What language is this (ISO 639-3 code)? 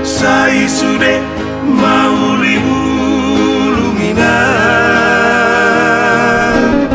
bbc